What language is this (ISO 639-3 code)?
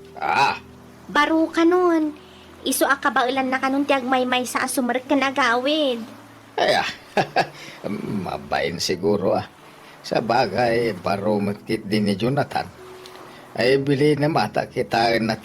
ilo